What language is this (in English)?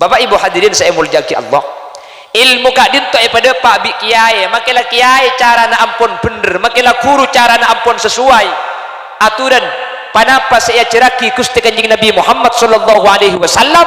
Madurese